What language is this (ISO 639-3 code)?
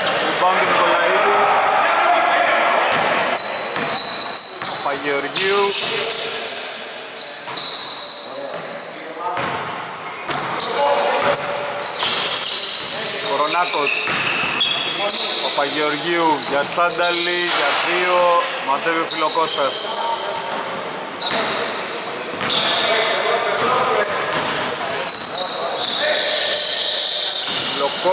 ell